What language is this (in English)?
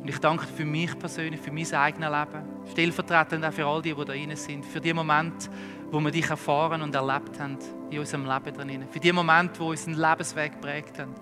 Swiss German